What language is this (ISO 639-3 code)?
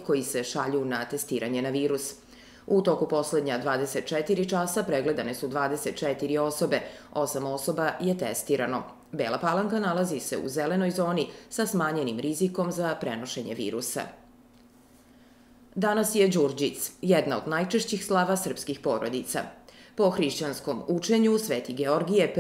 srp